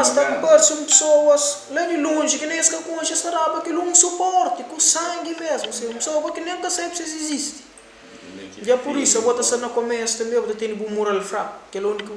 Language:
Kabuverdianu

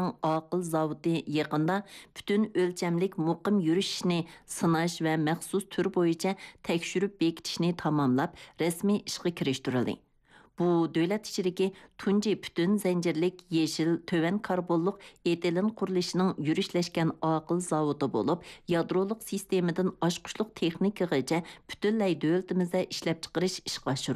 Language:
Uyghur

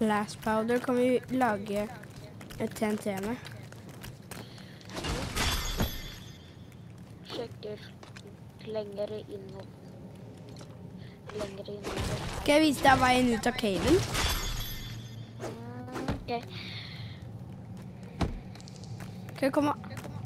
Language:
Norwegian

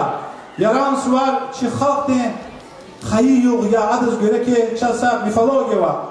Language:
Lezghian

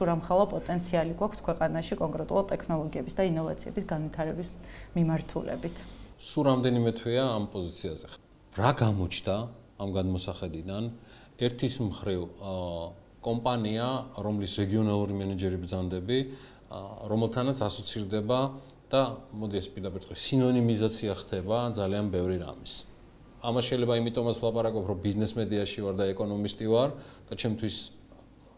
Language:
Georgian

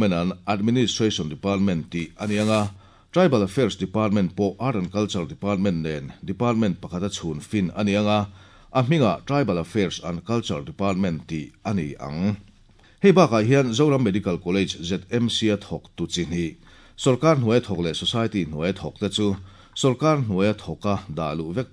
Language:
Mizo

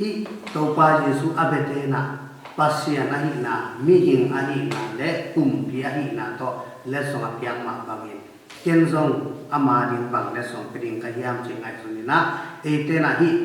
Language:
Tedim Chin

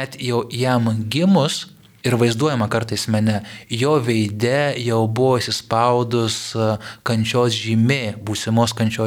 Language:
Lithuanian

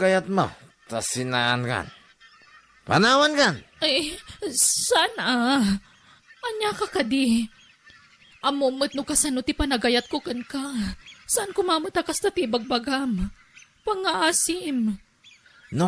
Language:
Iloko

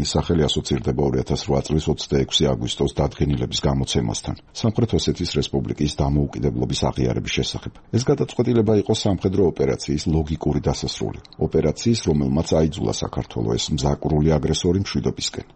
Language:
Georgian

